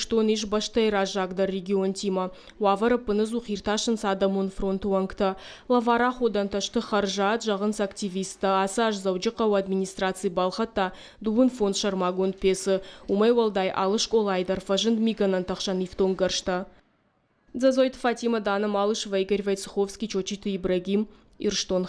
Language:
Ossetic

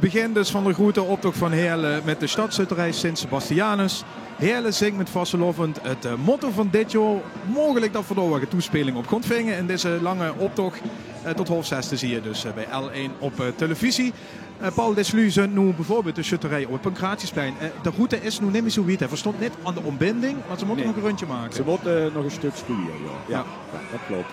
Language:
Limburgish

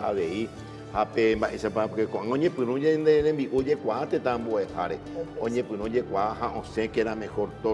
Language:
Guarani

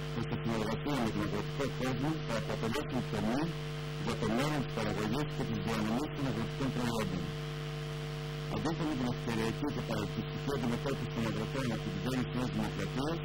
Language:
Greek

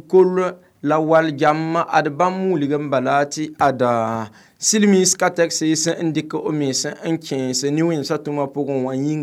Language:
Mossi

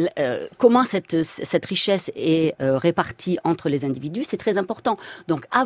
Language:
French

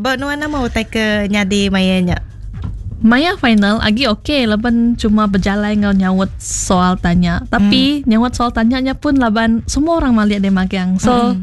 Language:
Iban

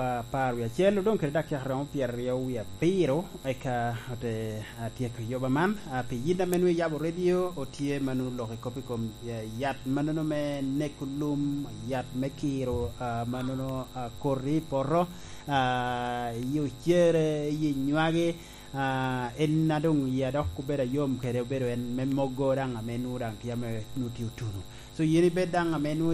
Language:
Lango (Uganda)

